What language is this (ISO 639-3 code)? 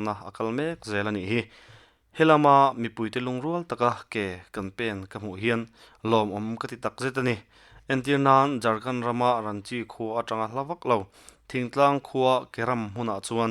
lus